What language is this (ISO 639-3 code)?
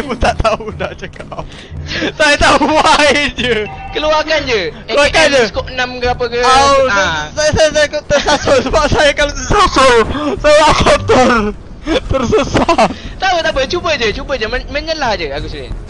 msa